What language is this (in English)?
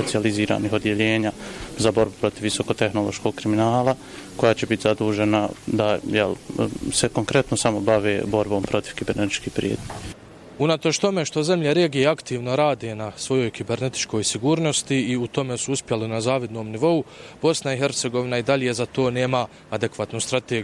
Bosnian